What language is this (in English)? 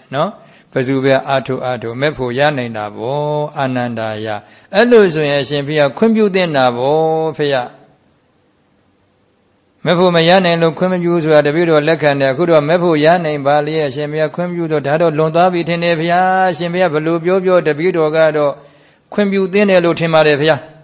Burmese